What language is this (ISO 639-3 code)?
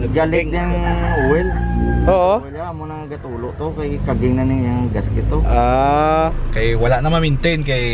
hil